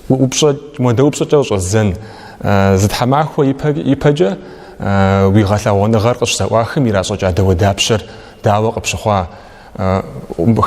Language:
Kabardian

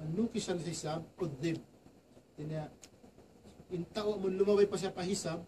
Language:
Tausug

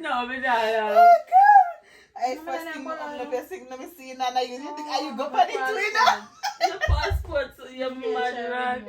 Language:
Jamaican Creole English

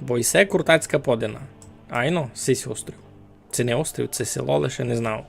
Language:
Rusyn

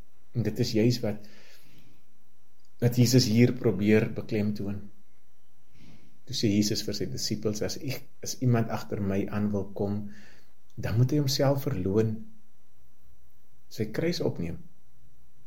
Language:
Afrikaans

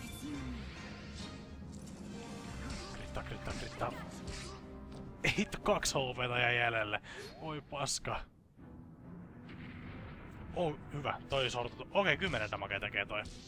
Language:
Finnish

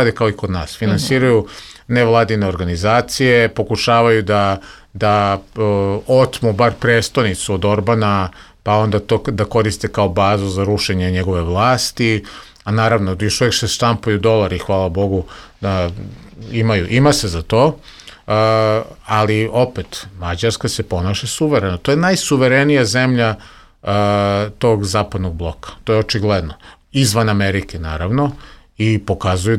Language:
Serbian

